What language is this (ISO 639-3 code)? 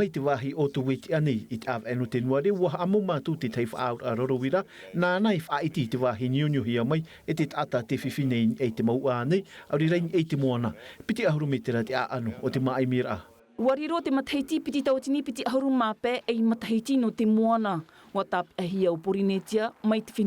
tah